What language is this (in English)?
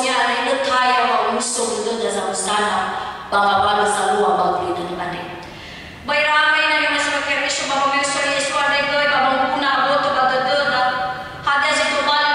Nias